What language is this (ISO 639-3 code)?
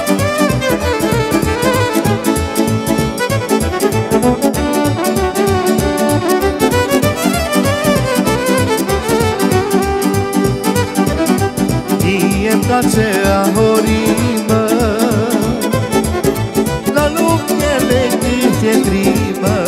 ron